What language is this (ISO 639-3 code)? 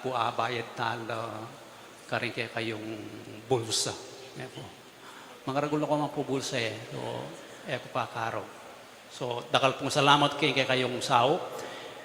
pam